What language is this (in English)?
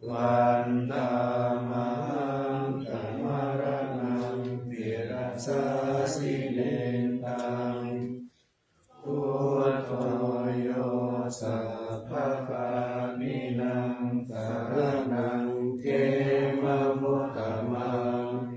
Pali